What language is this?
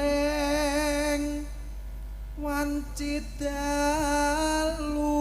Javanese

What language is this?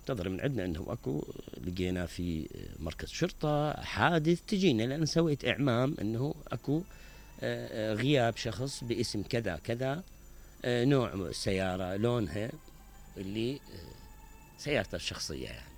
Mesopotamian Arabic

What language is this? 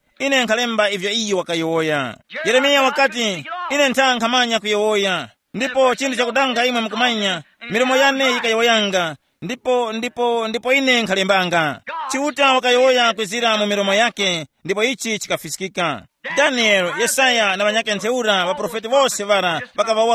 Tumbuka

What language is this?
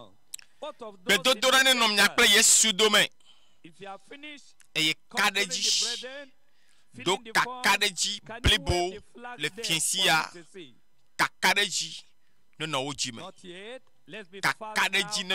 Ewe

